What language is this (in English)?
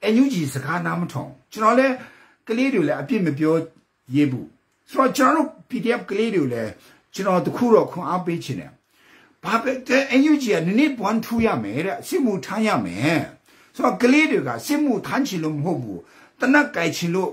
Burmese